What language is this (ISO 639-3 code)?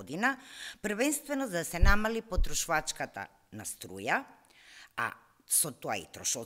mkd